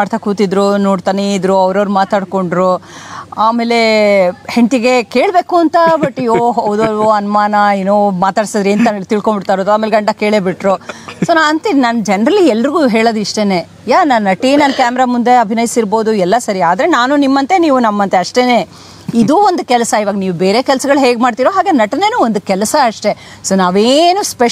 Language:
Kannada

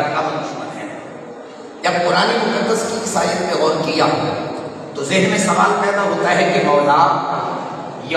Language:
Urdu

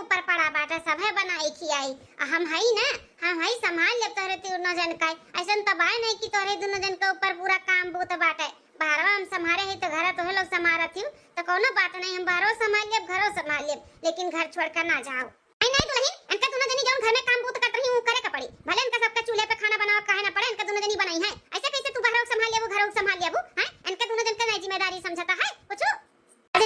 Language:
Awadhi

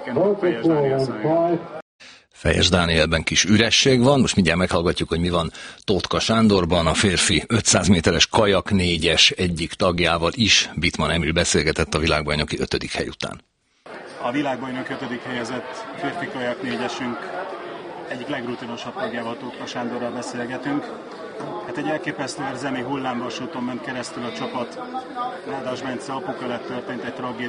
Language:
Hungarian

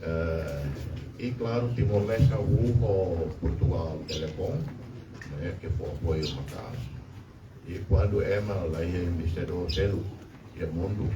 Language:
Tetum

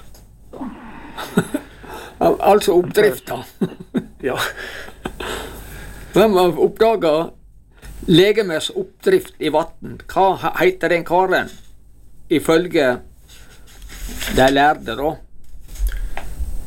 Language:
Norwegian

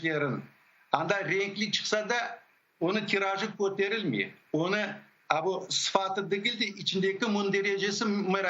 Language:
Crimean Tatar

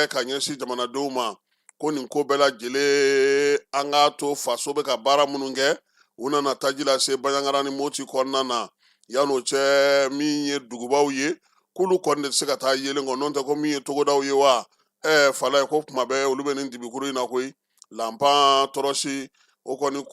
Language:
Bambara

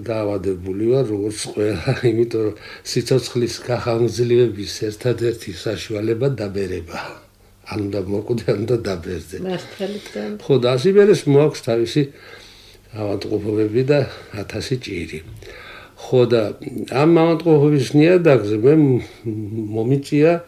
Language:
Georgian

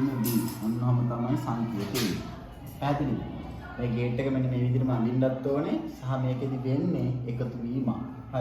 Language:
Sinhala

